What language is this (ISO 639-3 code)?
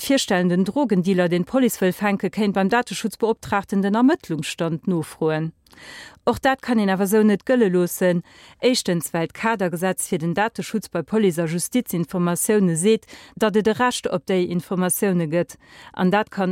ltz